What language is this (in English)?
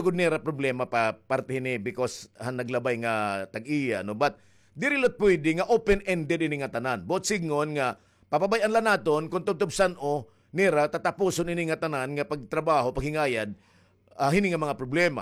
Waray